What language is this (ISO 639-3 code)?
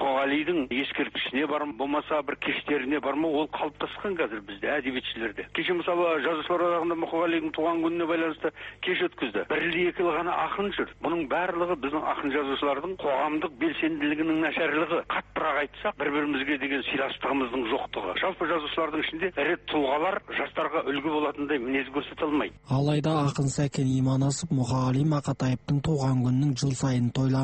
kaz